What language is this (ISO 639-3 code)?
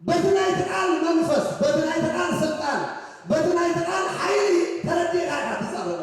tir